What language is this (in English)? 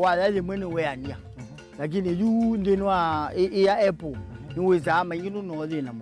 Kamba